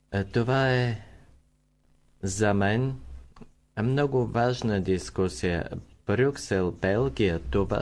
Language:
Bulgarian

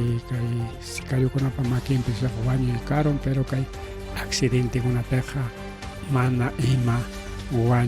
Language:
Ayacucho Quechua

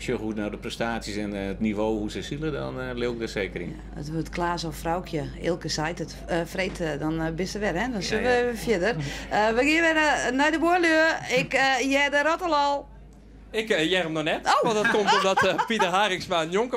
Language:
Western Frisian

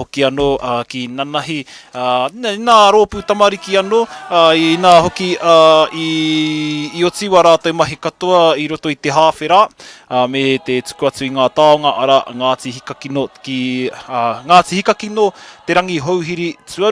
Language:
Māori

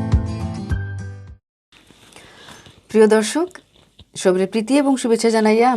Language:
Sylheti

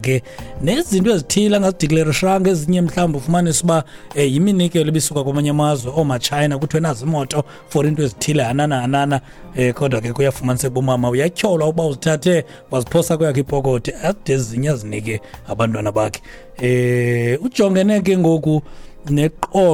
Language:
Xhosa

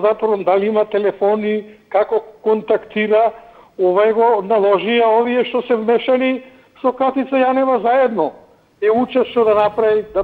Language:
Macedonian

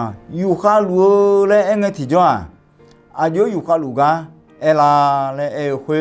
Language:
Akha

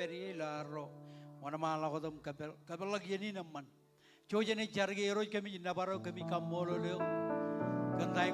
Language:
Marshallese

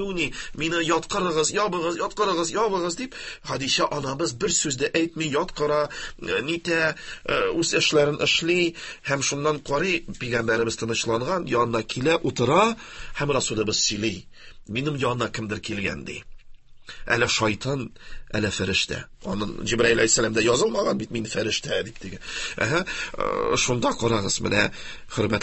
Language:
Tatar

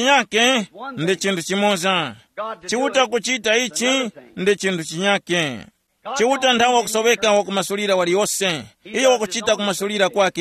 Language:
Tumbuka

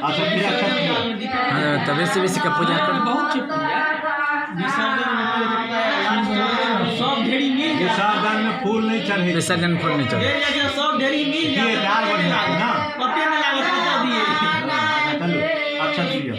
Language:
Maithili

